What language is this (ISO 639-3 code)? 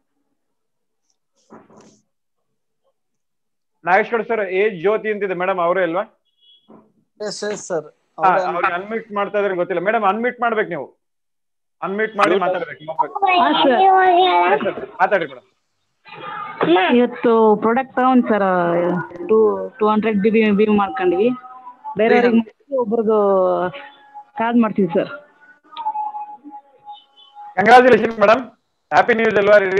kan